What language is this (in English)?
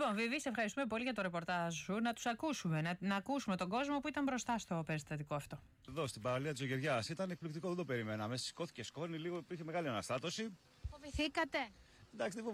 Greek